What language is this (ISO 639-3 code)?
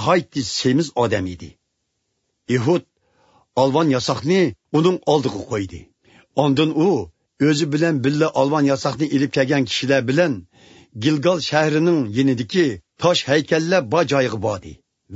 uig